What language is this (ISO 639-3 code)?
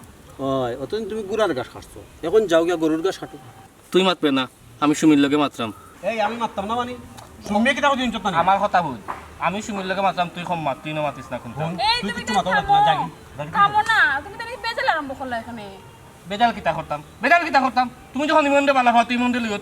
syl